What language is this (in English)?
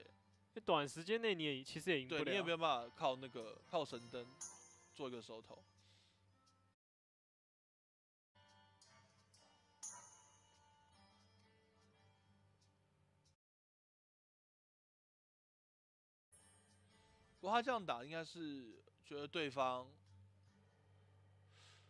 Chinese